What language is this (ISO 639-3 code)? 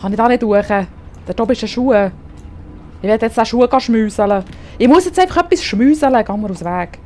gsw